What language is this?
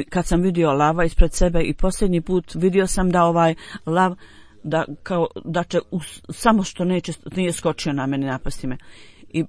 Bosnian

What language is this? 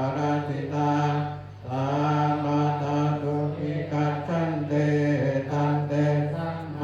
Pali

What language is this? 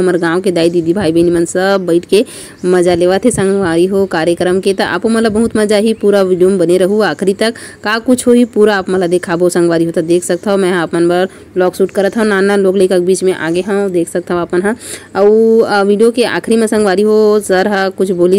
Chhattisgarhi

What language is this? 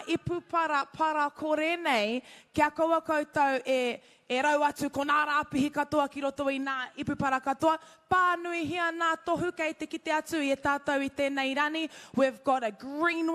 Māori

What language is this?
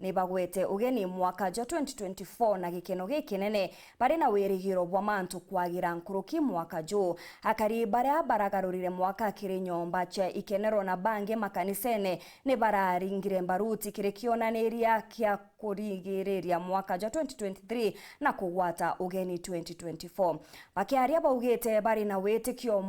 Meru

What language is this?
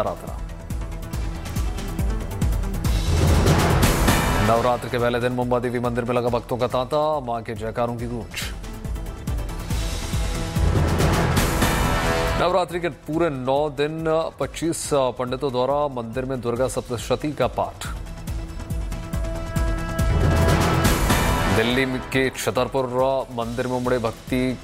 Hindi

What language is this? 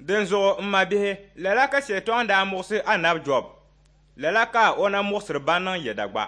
Dagbani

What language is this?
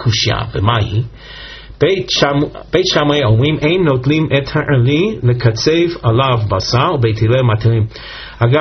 Hebrew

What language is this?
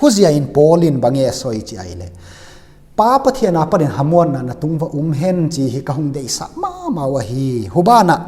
Tedim Chin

